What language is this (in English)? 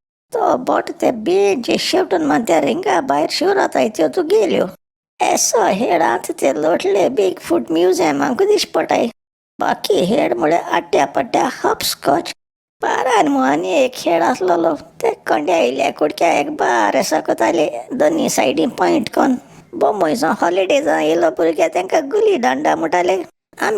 Konkani